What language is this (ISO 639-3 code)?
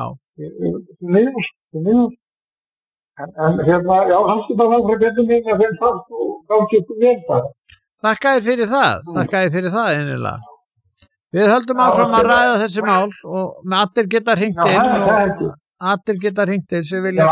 isl